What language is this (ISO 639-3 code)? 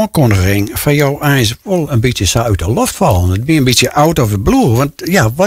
fry